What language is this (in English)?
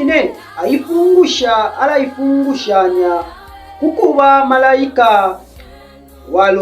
Bemba